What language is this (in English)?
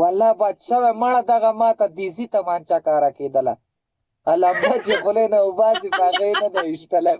Pashto